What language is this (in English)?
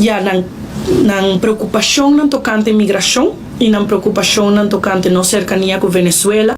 Papiamento